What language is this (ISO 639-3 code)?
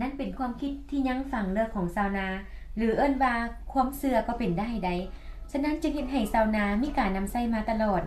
lao